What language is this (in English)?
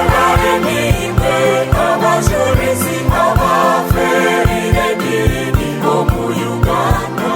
Nyankole